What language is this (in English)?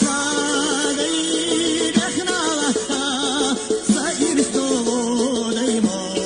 Chechen